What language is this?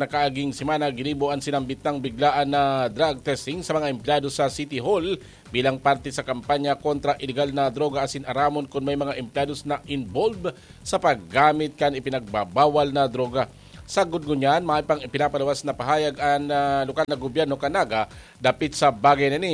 Bikol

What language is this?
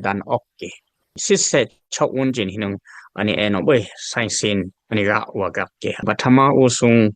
Dimasa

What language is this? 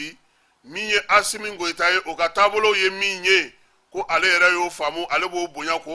Bambara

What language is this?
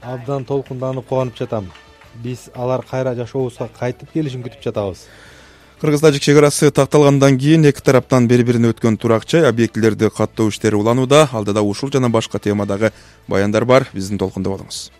Kyrgyz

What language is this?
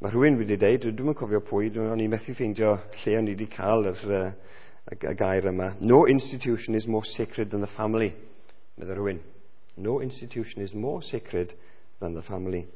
Welsh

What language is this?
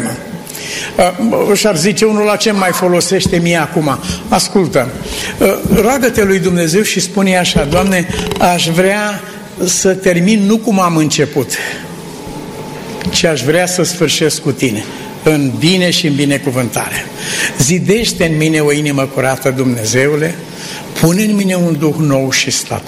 Romanian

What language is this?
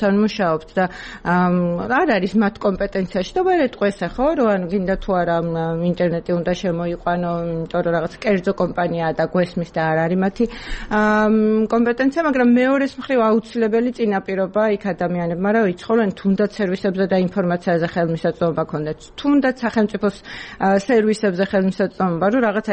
Georgian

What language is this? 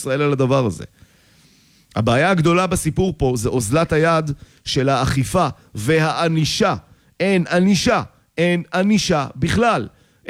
Hebrew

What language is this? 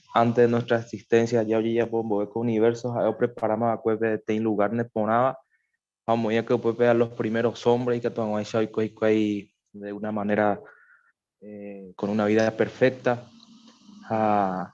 Guarani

